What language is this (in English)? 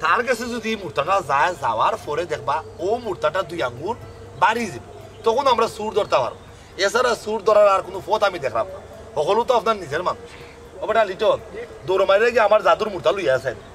Sylheti